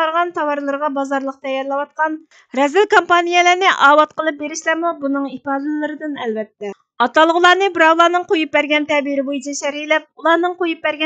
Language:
Uyghur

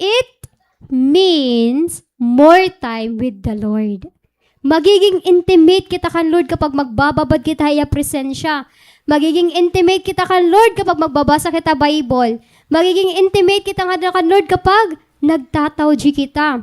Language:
Waray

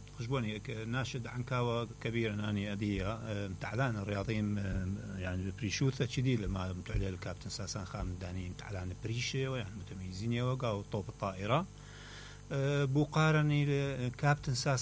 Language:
Mesopotamian Arabic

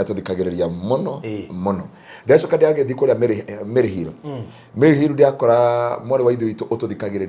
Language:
Kikuyu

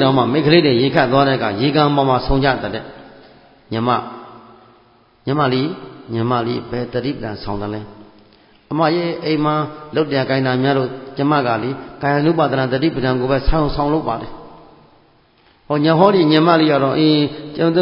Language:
Burmese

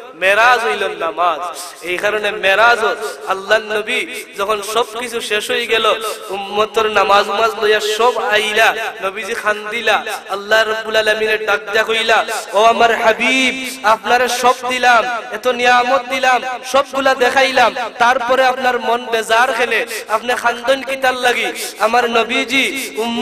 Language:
Sylheti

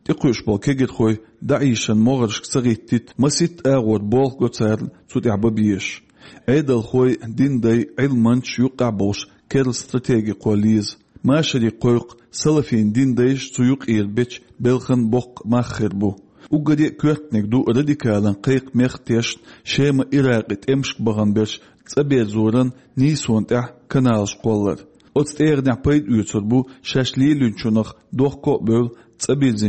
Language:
Chechen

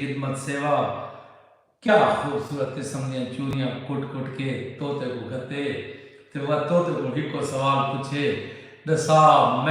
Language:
Saraiki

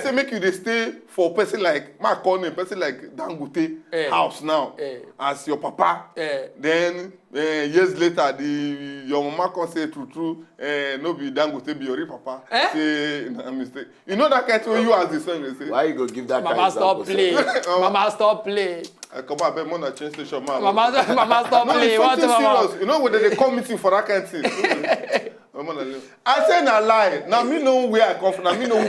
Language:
Nigerian Pidgin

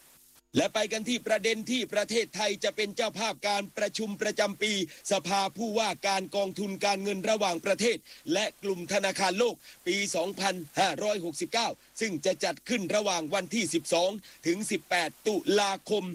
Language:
Thai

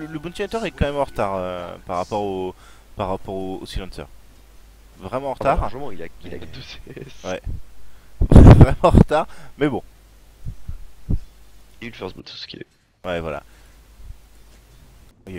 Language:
French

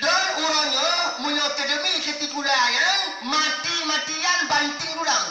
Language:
Achinese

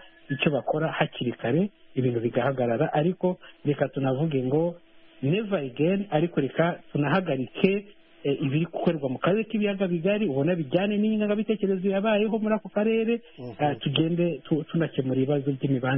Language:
Kinyarwanda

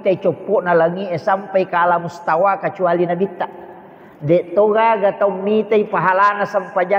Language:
Buginese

